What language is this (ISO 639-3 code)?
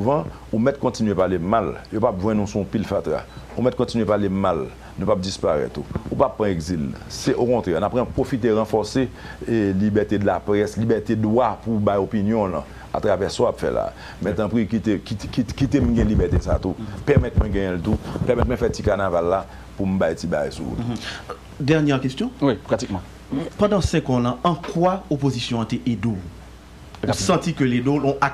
hat